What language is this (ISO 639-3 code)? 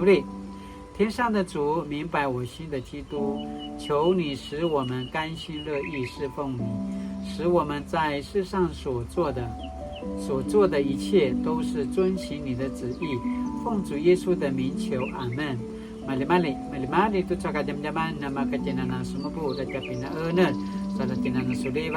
pwn